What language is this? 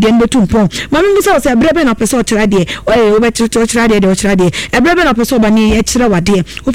Akan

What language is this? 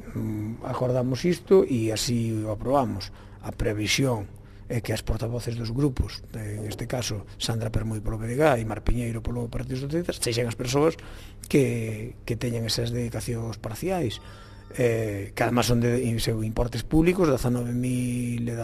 Galician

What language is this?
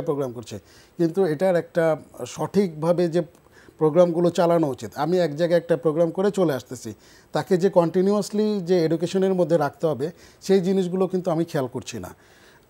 Bangla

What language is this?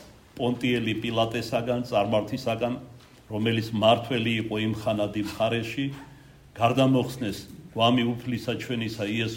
Georgian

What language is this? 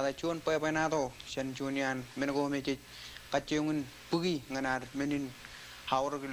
Marshallese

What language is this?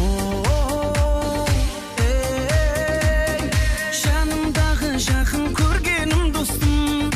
Kara-Kalpak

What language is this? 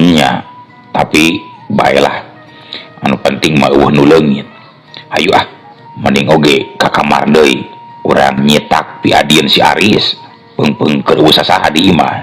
Sundanese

